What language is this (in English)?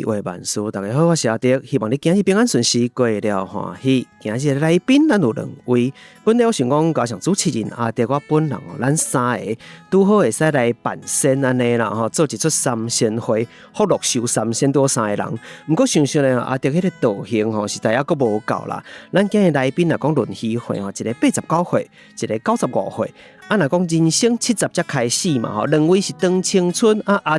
Min Nan Chinese